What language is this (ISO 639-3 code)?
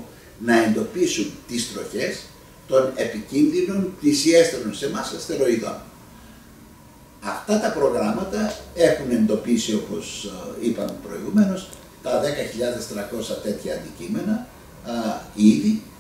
ell